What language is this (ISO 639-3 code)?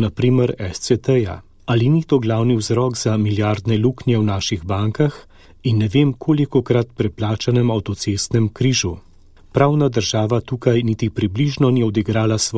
slv